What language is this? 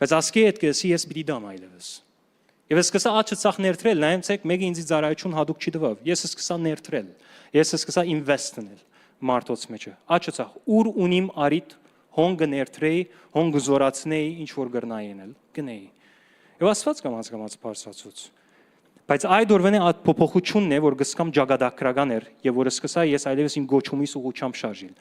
Western Armenian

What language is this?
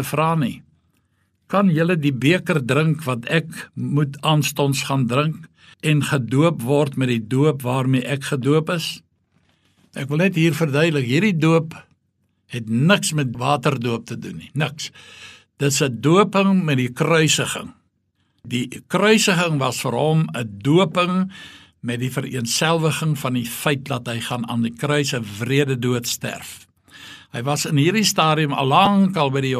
Afrikaans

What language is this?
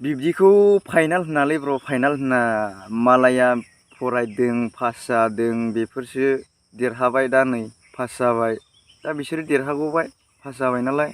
Bodo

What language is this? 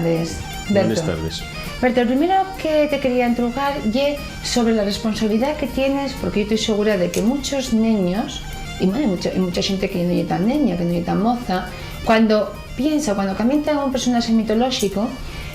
Asturian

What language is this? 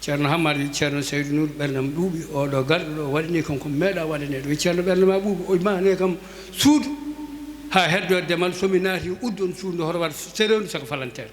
Fula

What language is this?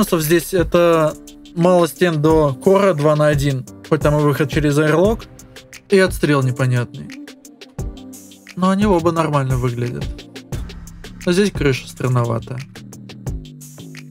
Russian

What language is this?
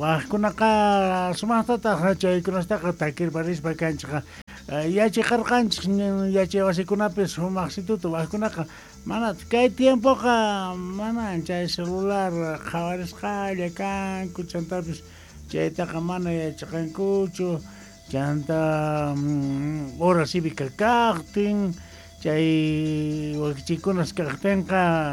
South Bolivian Quechua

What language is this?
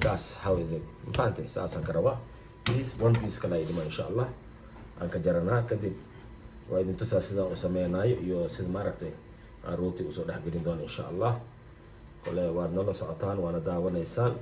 Somali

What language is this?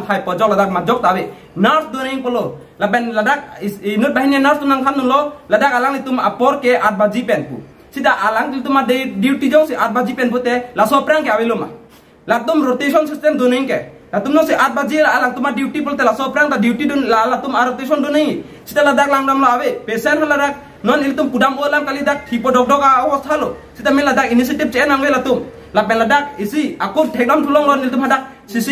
Karbi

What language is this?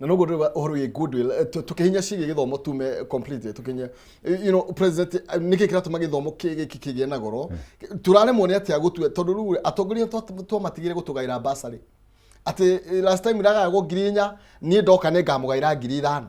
Kikuyu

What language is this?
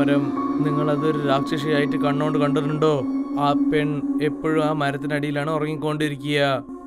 Malayalam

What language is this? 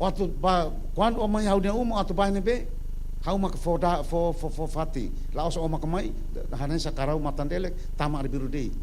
Tetum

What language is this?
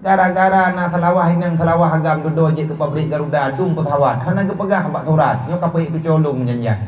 Achinese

